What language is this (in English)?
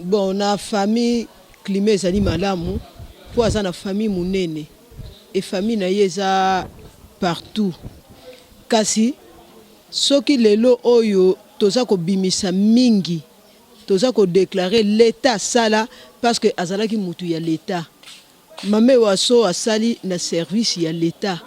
Lingala